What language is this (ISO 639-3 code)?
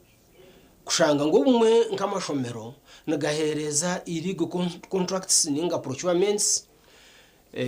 nyn